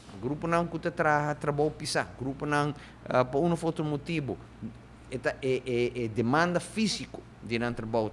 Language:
Papiamento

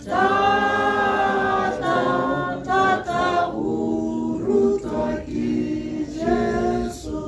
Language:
Tswana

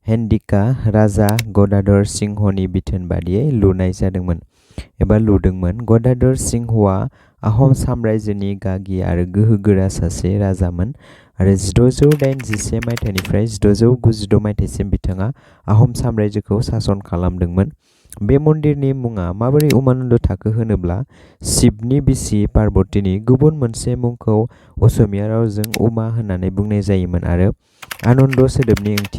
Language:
Bodo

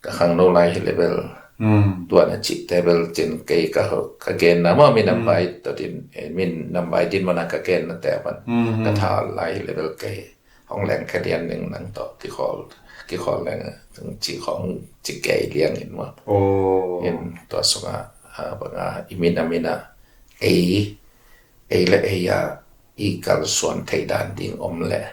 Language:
Tedim Chin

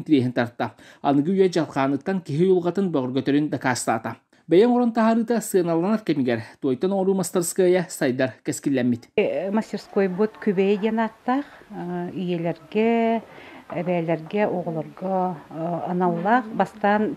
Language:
Yakut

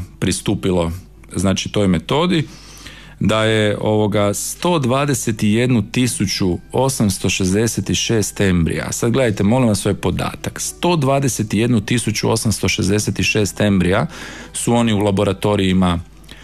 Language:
Croatian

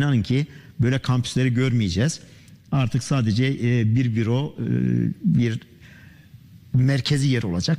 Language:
Turkish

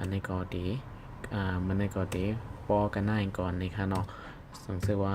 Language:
Shan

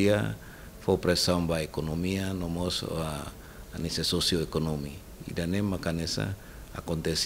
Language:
Tetum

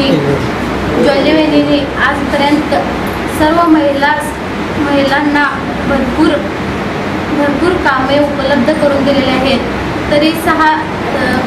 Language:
Marathi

